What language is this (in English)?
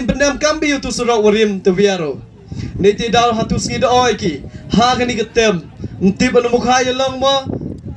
Khasi